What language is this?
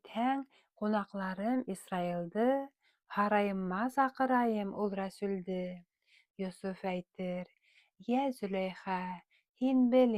Bashkir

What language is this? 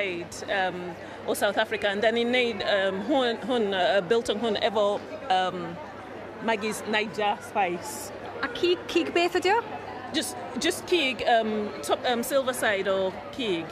Welsh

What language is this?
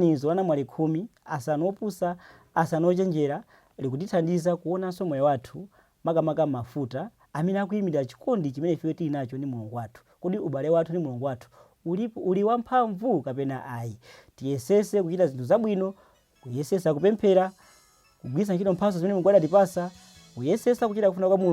Nyanja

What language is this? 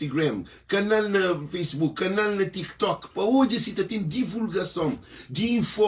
Kabuverdianu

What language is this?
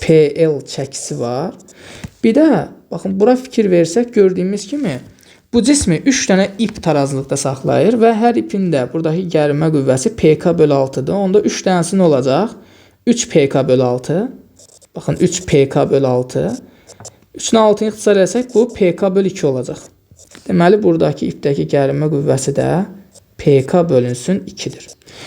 Azerbaijani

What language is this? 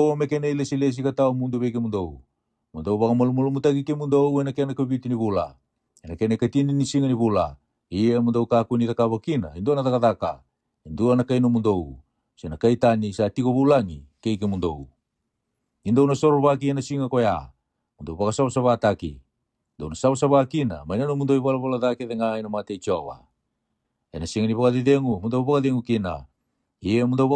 Fijian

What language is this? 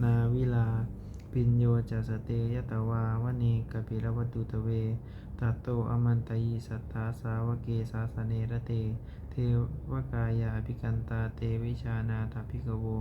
Pali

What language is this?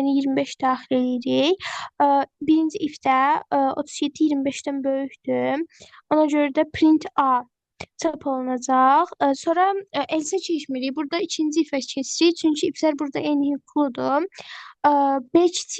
Azerbaijani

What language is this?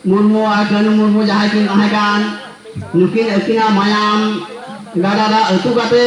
Santali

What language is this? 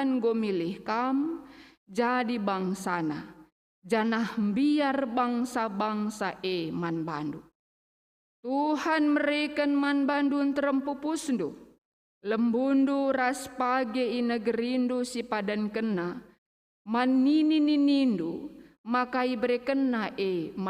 Batak Karo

